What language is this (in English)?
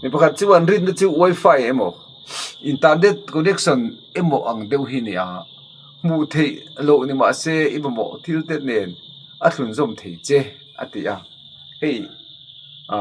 Mizo